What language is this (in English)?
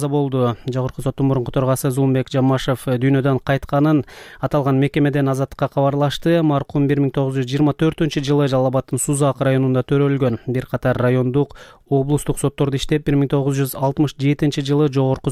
Kyrgyz